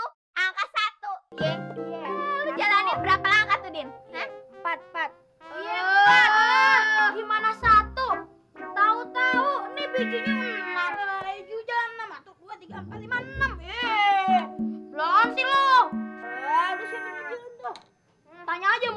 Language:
Betawi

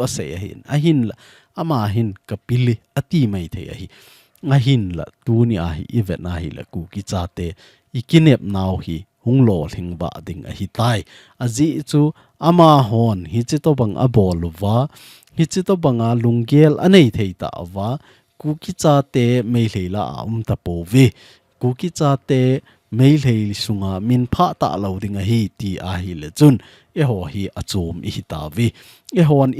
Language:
Thado Chin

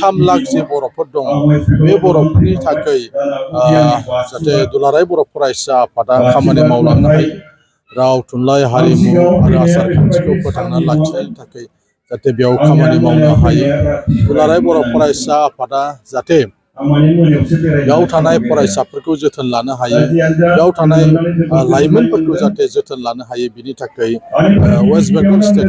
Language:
Bodo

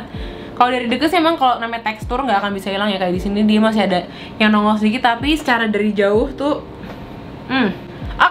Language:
Indonesian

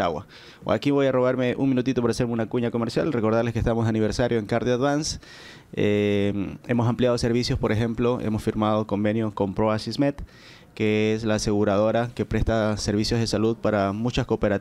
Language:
Spanish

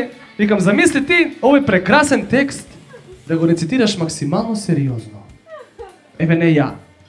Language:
Macedonian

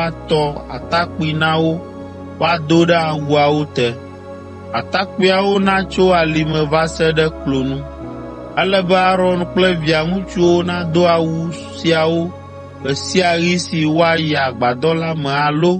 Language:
Ewe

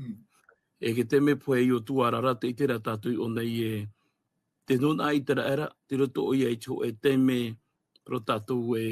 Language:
Tahitian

